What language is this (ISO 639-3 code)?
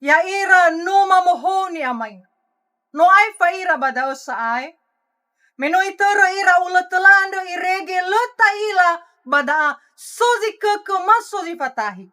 nia